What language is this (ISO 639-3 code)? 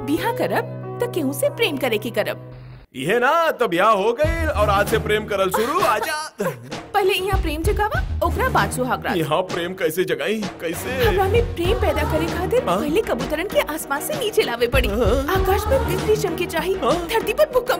bho